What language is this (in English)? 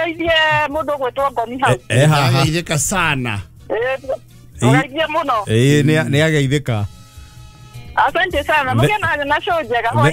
Kikuyu